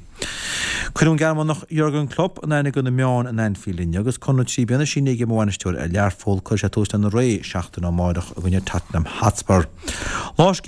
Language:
Irish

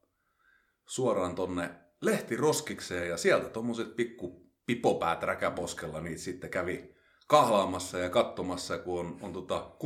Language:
Finnish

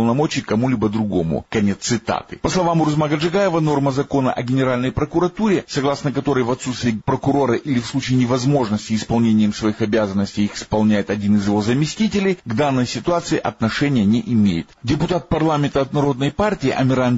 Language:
Russian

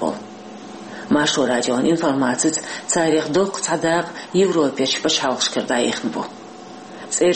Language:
Chechen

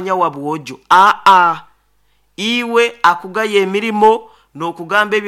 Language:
Nyoro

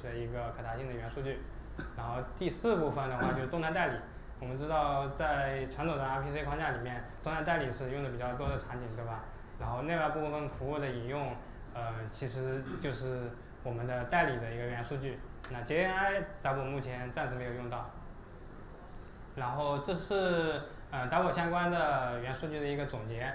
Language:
Chinese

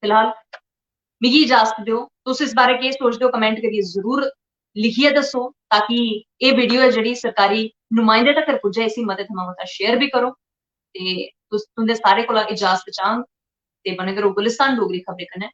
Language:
Dogri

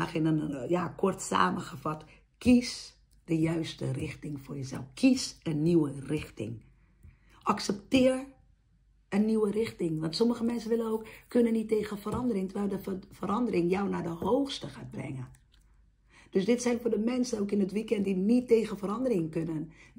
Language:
Dutch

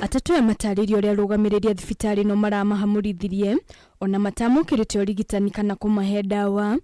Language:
Kikuyu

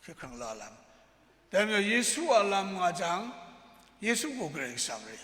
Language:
Kachin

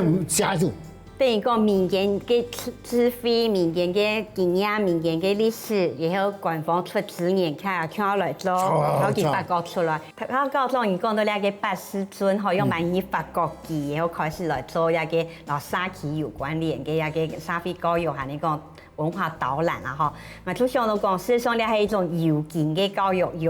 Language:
Hakka Chinese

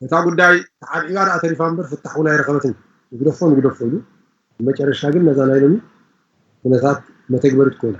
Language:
Tigrinya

